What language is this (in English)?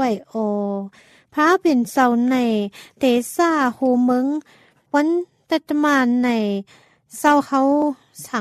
Thai